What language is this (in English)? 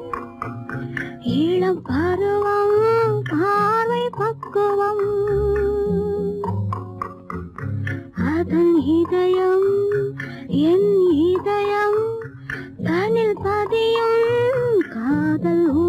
Tamil